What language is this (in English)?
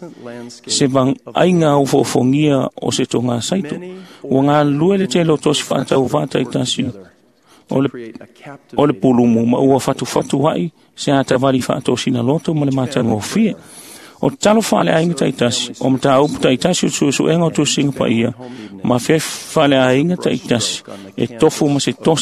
Samoan